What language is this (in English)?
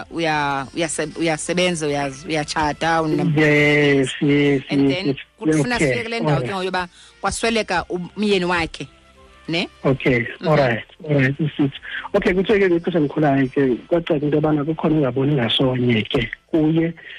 Xhosa